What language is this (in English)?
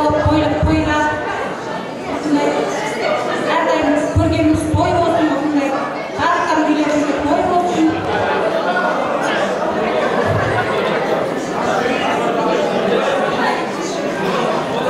Kazakh